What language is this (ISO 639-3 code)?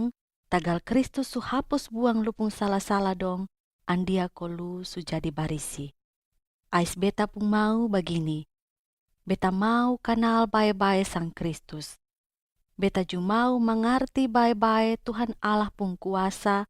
mkn